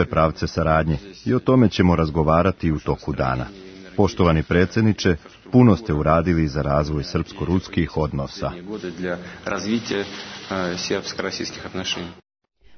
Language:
Serbian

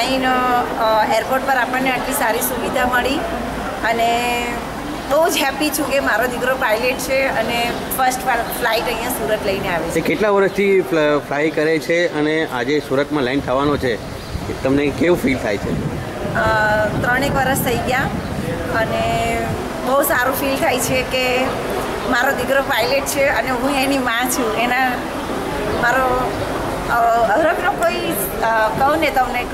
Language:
Gujarati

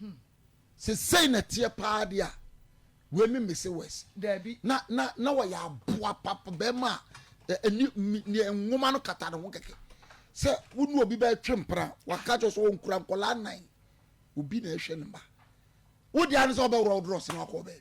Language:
Akan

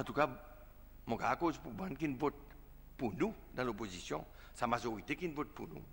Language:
Seselwa Creole French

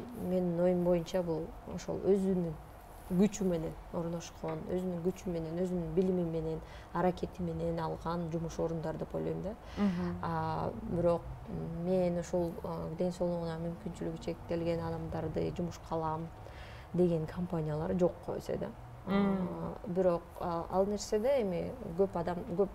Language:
Kyrgyz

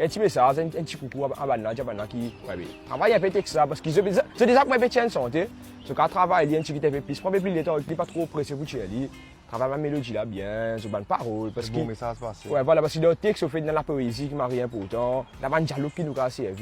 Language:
Morisyen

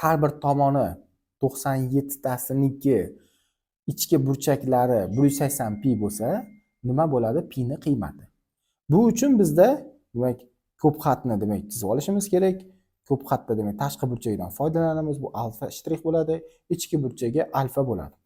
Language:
Uzbek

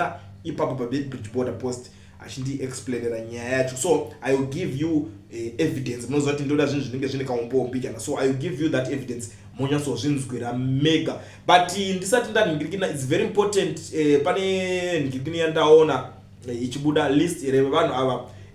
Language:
Shona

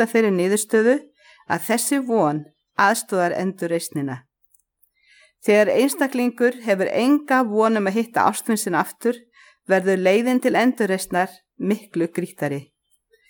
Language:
Icelandic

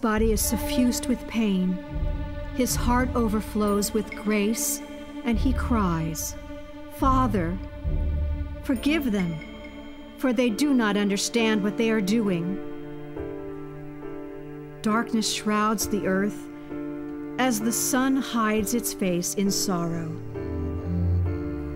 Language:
English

